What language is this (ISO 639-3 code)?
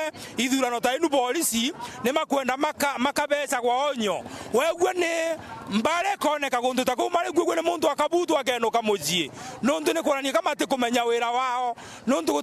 mer